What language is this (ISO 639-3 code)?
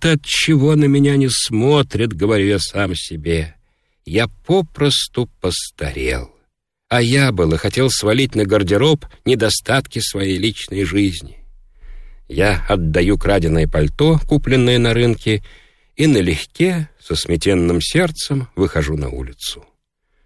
rus